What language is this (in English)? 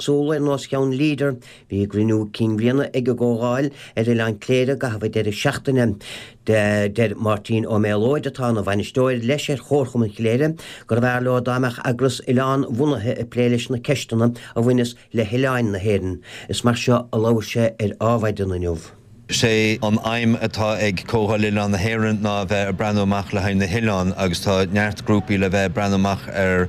Irish